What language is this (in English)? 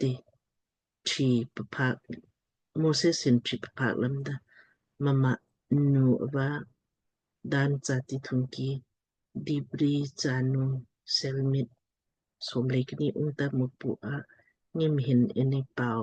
Lamkang